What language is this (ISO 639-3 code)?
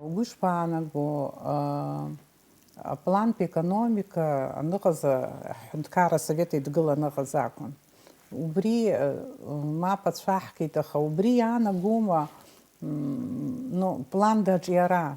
abk